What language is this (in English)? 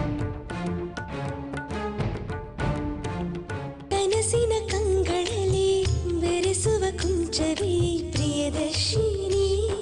Kannada